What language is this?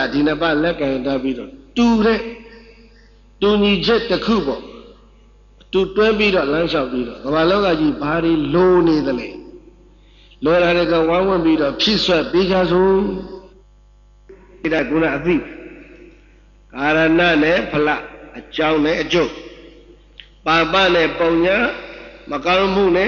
Burmese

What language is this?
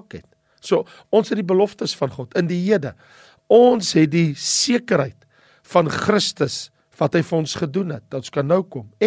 Afrikaans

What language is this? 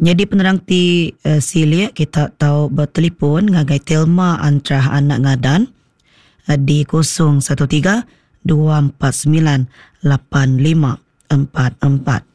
Iban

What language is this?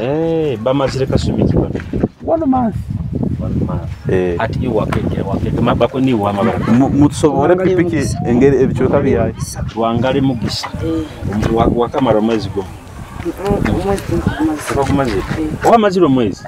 Nyoro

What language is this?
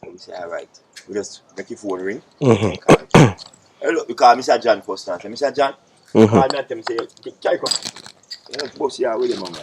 Jamaican Creole English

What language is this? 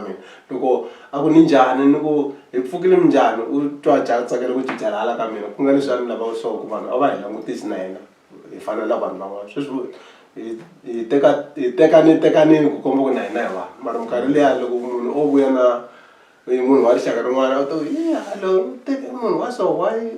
Tsonga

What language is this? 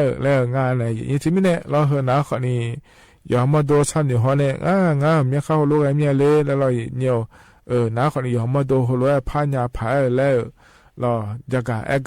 Akha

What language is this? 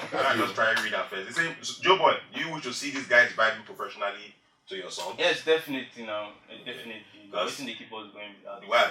Nigerian Pidgin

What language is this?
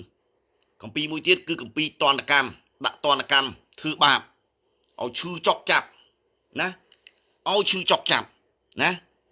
Khmer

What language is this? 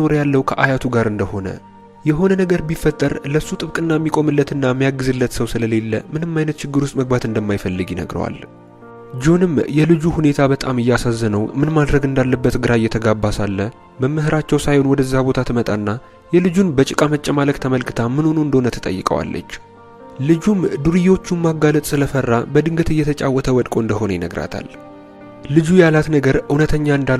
Amharic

